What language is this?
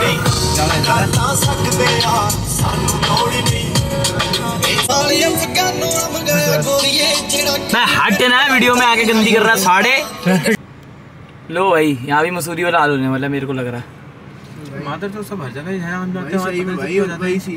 Hindi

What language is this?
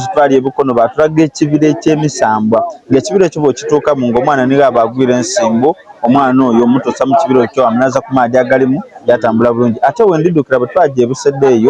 Soga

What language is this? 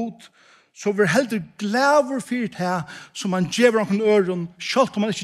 Faroese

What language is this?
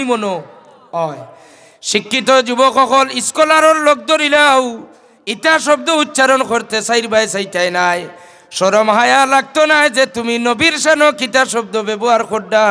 Sylheti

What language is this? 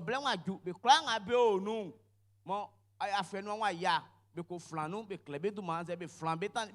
Baoulé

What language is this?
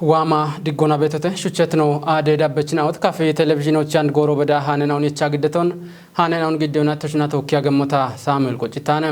Kafa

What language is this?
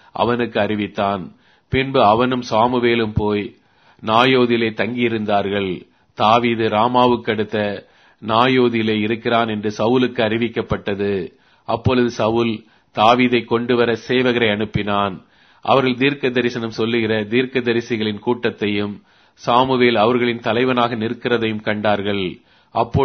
Tamil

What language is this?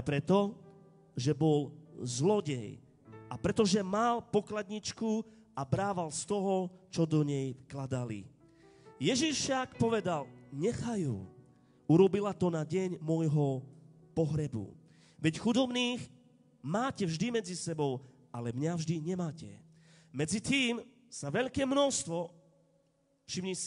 Slovak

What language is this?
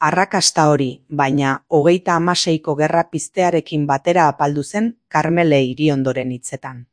Basque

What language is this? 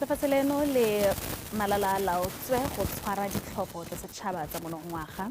Tswana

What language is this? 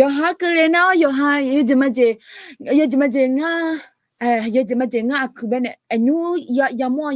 Akha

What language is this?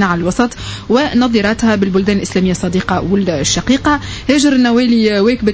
Tunisian Arabic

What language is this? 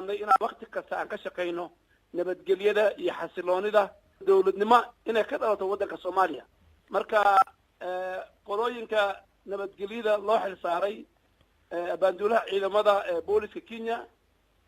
Somali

